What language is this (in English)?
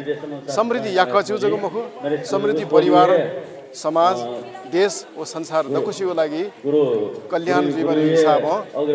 Newari